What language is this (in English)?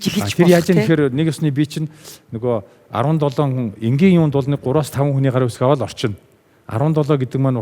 Mongolian